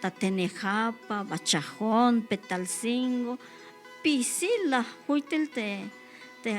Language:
Tzeltal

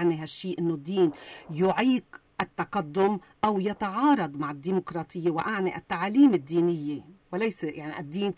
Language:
North Levantine Arabic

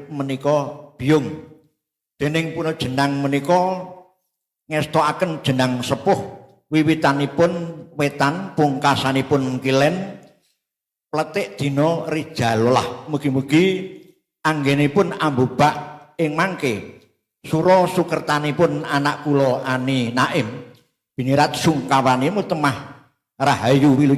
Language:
Javanese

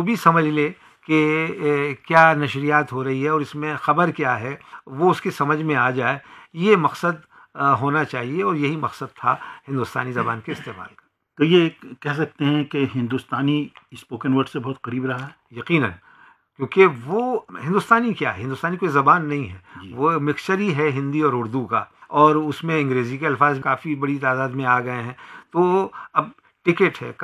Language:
Urdu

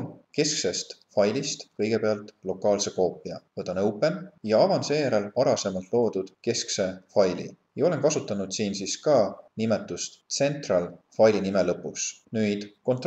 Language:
Estonian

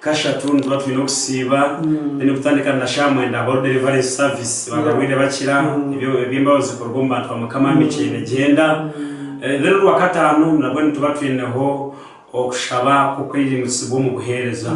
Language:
Nyankole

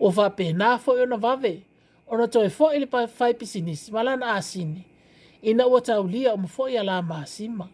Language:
Samoan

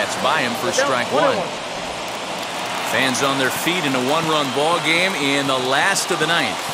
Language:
English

